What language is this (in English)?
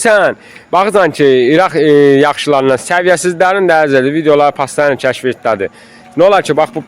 Azerbaijani